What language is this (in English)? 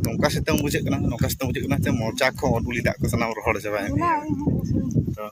Santali